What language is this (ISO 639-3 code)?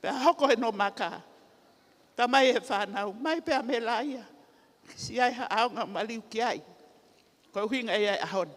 ton